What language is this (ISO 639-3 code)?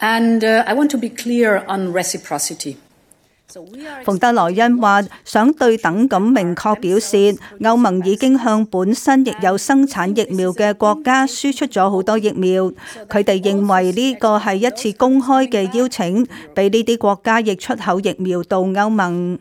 yue